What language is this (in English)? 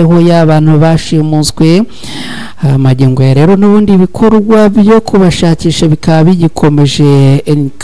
Kinyarwanda